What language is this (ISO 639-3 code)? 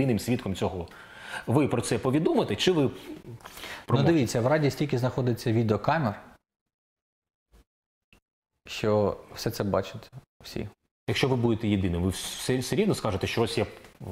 ukr